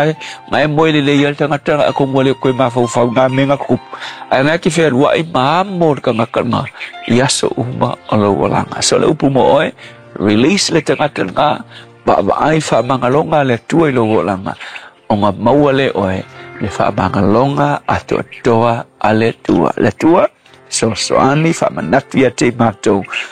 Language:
Samoan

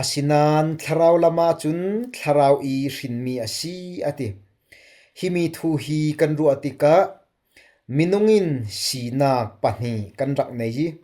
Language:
Falam Chin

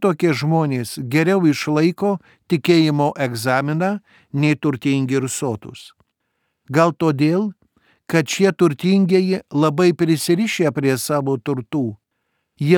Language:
Lithuanian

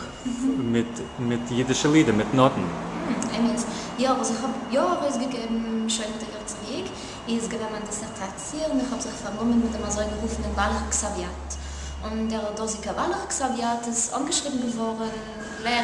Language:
Yiddish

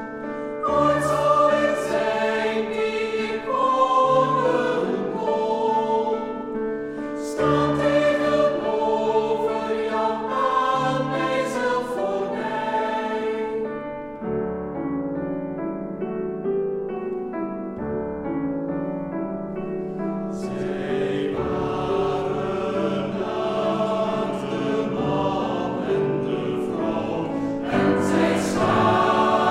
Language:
Dutch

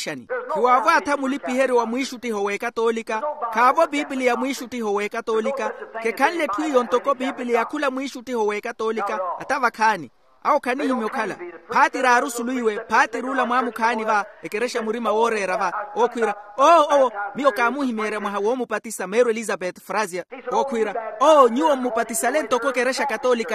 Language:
Makhuwa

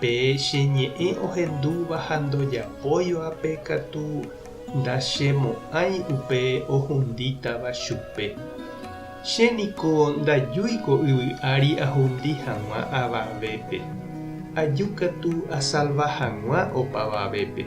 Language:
Guarani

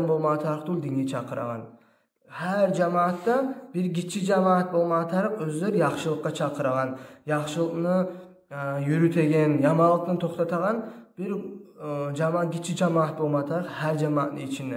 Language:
Kumyk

